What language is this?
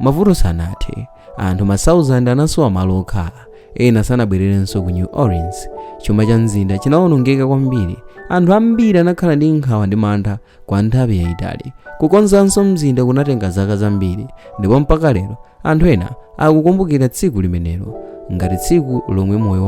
Nyanja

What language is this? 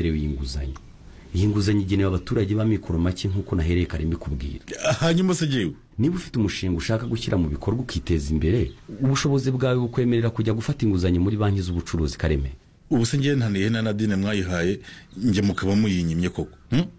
Kinyarwanda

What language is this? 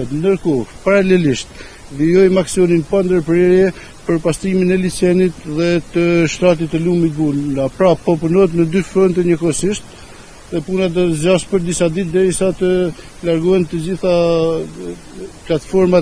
Albanian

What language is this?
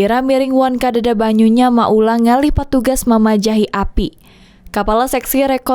Banjar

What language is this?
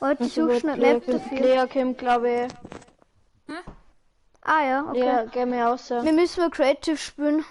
Bavarian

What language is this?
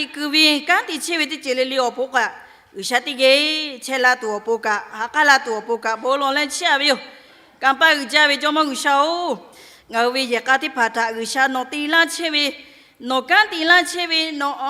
Lahu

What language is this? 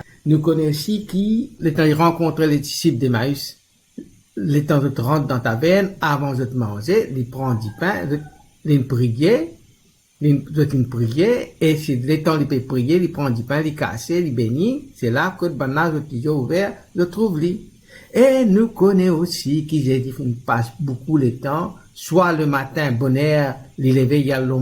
Morisyen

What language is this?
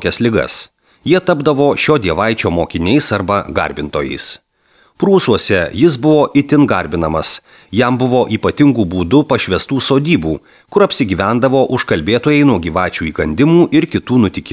Lithuanian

